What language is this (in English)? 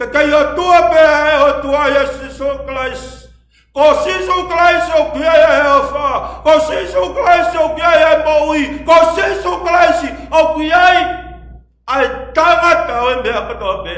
Tongan